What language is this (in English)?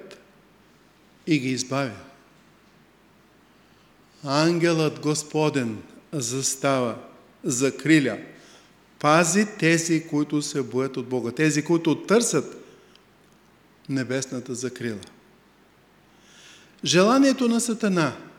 Bulgarian